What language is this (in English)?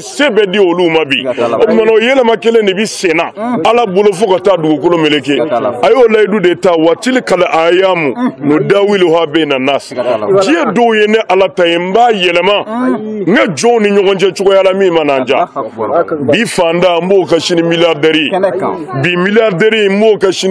Bambara